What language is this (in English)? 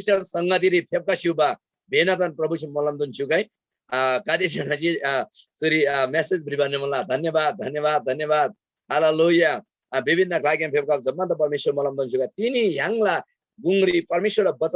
Eastern Tamang